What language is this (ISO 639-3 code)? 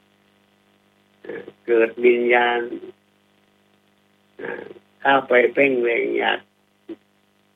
tha